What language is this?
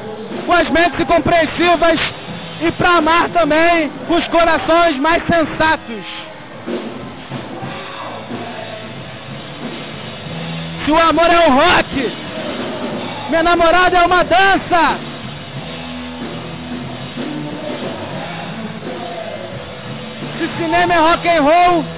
Portuguese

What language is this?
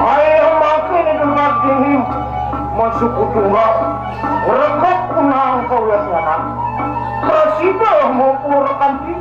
Balinese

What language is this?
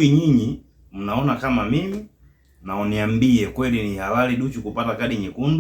Swahili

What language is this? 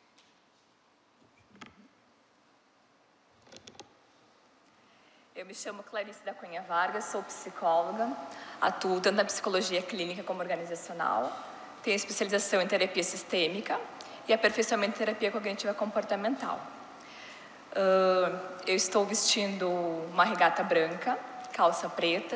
Portuguese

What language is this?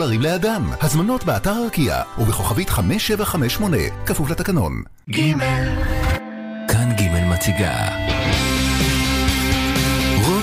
Hebrew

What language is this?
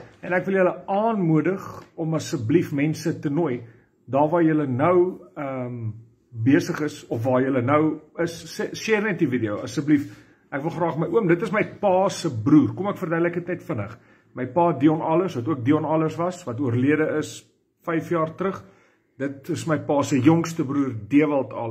Afrikaans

